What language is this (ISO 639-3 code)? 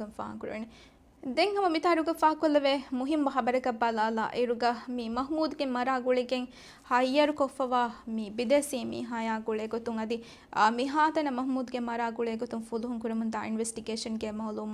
div